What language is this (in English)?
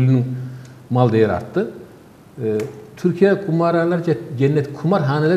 Turkish